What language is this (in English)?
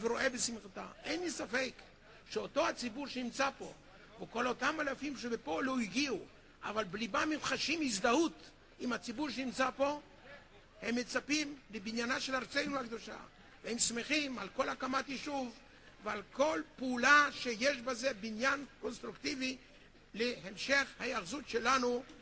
Hebrew